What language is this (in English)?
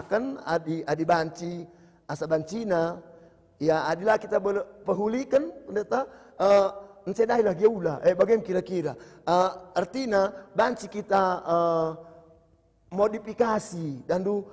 Batak Karo